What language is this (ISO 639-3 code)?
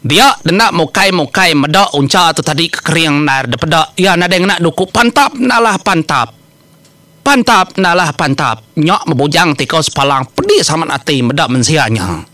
iba